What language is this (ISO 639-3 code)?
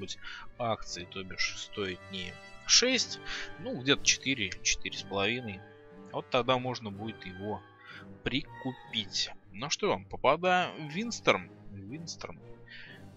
rus